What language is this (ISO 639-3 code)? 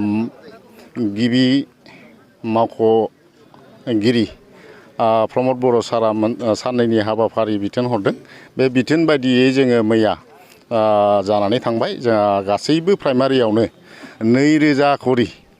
brx